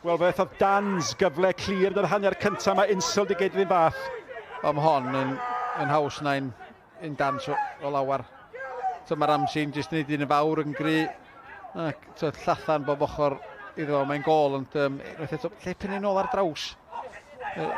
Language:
Welsh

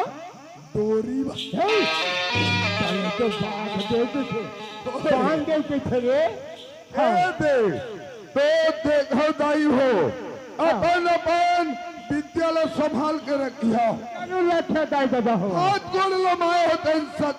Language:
Chhattisgarhi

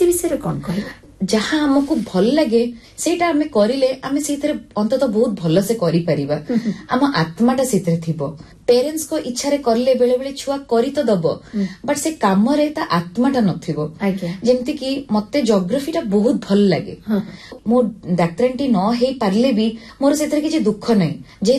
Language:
Odia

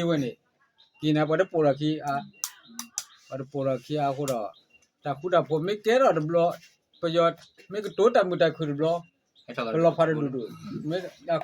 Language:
S'gaw Karen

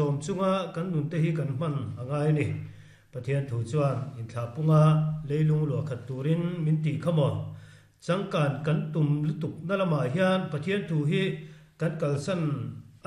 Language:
Mizo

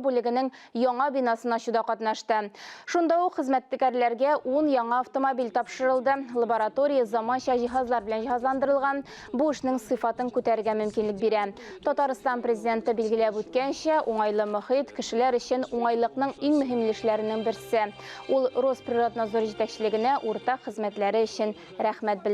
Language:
Tatar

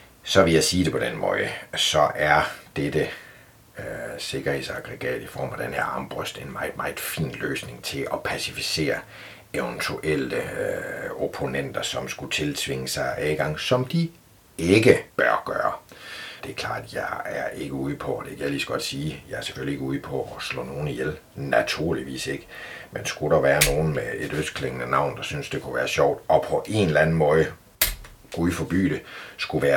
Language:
Danish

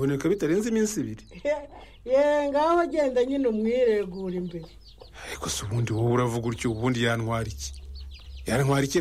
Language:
Kinyarwanda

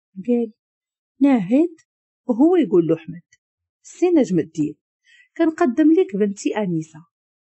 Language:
Moroccan Arabic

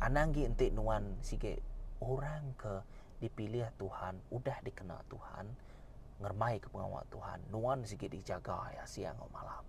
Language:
Iban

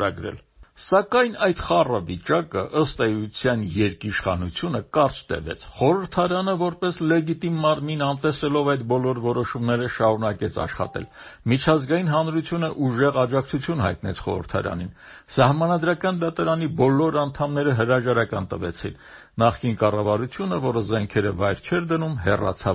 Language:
Armenian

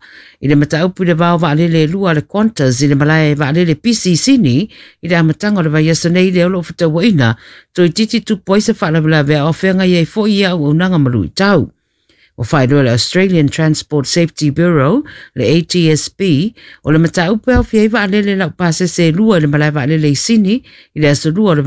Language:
Samoan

